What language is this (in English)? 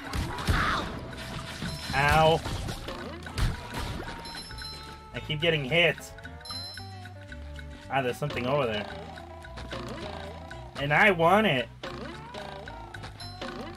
English